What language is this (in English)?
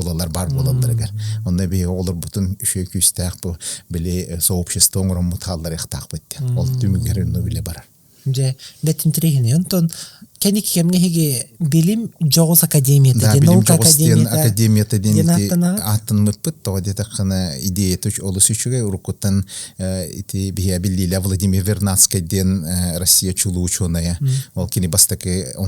Yakut